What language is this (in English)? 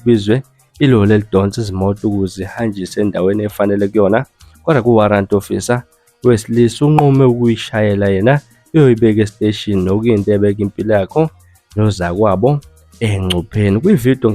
Zulu